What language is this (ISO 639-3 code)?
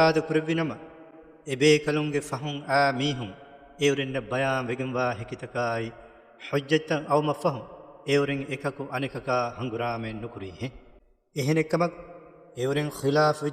div